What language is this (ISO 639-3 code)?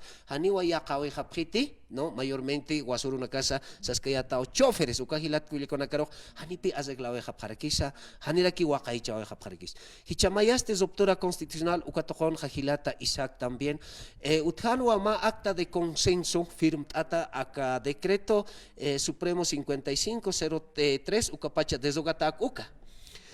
aym